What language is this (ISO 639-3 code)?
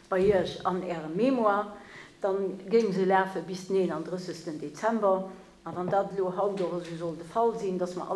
ltz